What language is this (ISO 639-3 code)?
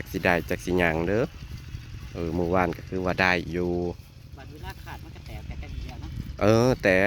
tts